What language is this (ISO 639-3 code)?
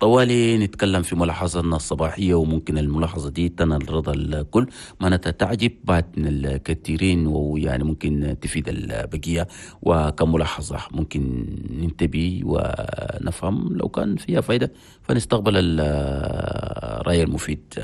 shu